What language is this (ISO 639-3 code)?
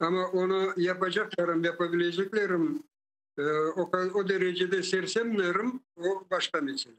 crh